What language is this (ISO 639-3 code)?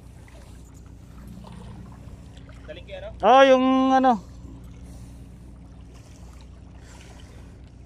fil